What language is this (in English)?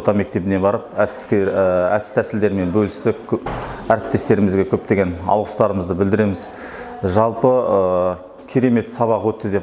Kazakh